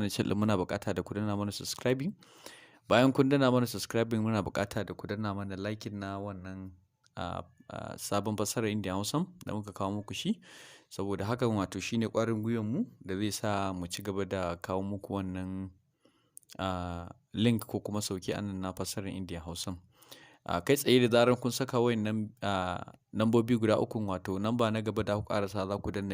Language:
Hausa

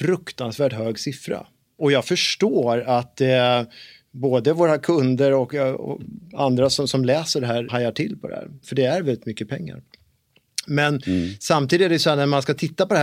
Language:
Swedish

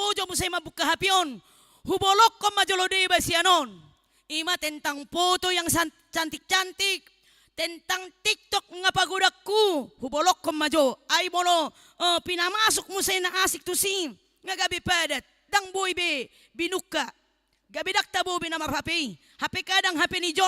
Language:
Batak Toba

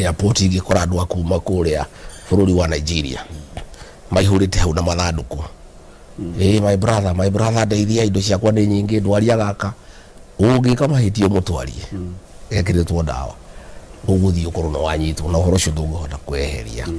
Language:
Kikuyu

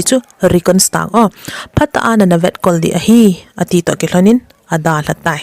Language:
Thado Chin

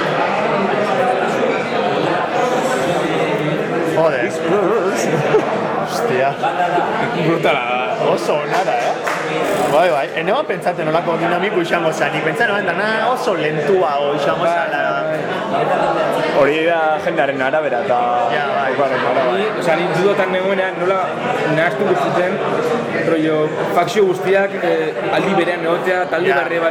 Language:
Basque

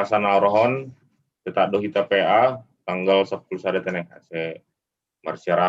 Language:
Batak Simalungun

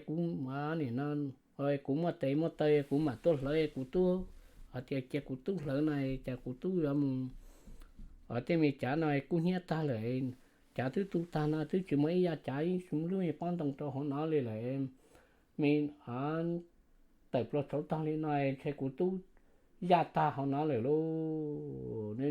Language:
Hmong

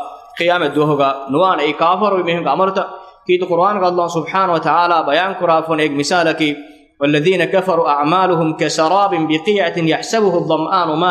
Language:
Divehi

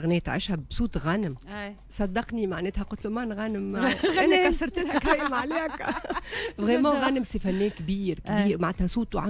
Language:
Tunisian Arabic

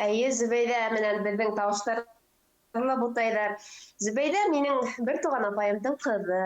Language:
Bashkir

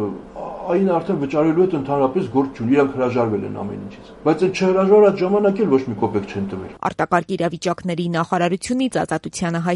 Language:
Armenian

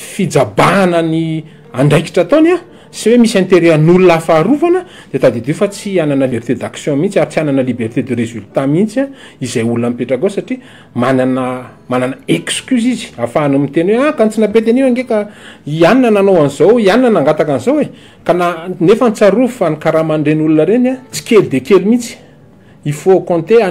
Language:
Malagasy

